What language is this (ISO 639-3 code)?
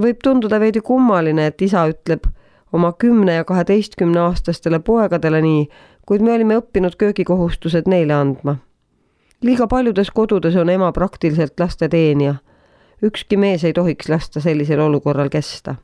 est